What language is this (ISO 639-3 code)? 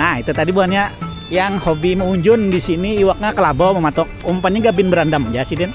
bjn